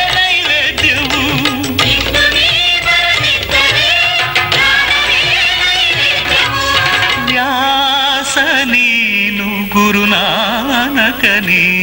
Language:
Kannada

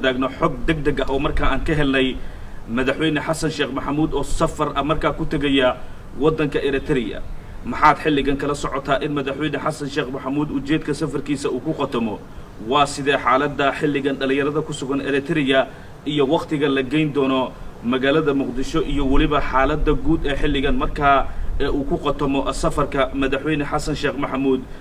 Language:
Somali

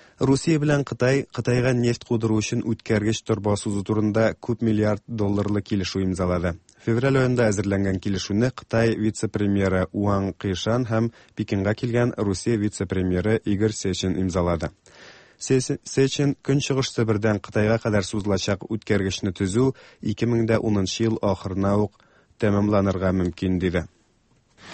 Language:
Tatar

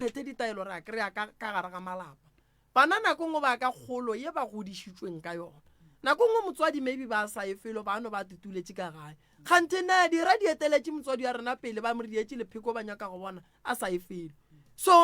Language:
Northern Sotho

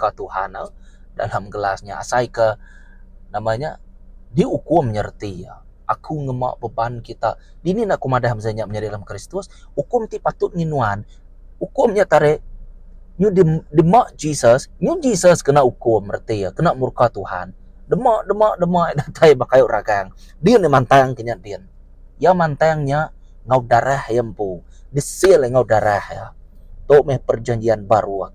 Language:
Iban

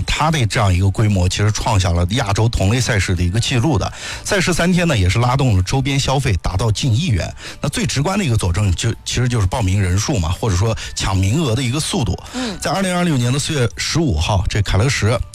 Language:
Chinese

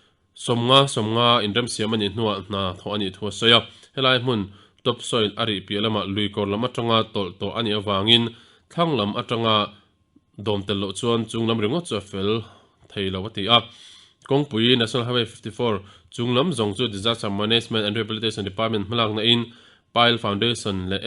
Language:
Mizo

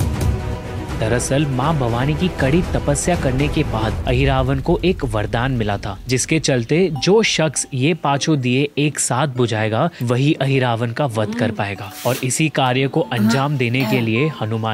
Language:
Hindi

